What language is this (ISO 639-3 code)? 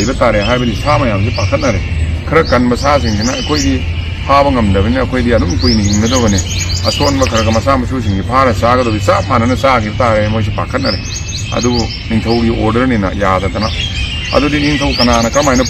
mni